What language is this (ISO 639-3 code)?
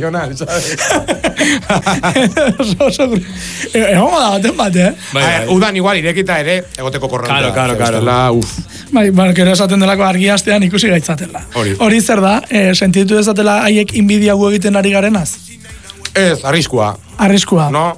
eus